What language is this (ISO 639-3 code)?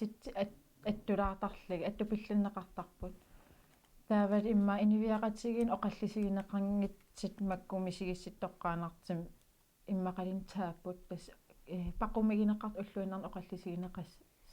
kal